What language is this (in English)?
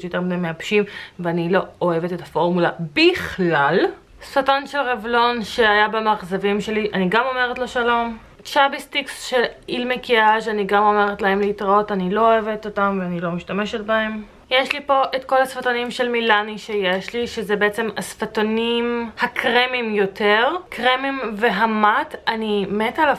Hebrew